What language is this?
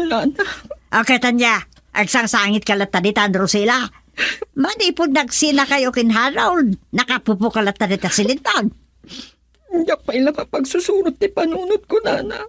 Iloko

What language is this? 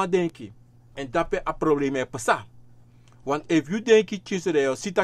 Sranan Tongo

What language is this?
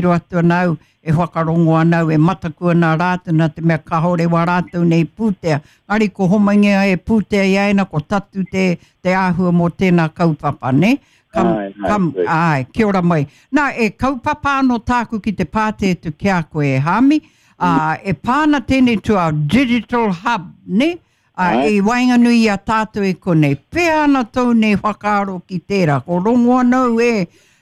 Māori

